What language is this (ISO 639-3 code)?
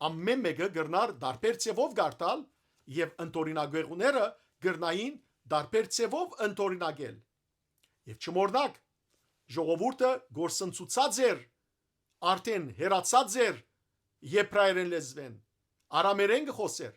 hyw